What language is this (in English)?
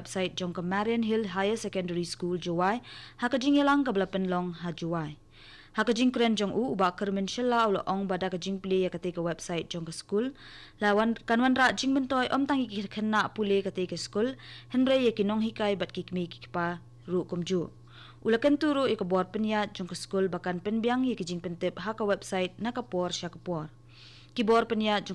Khasi